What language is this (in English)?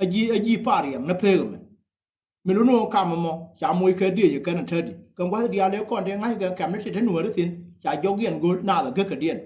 Nuer